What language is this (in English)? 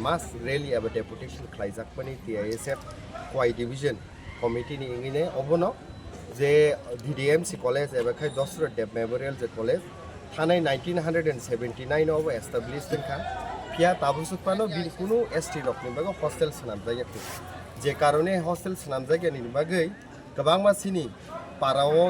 Kok Borok